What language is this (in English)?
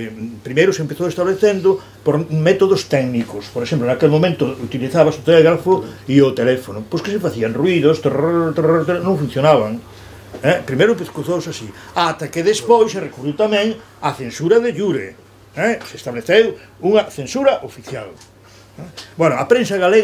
Galician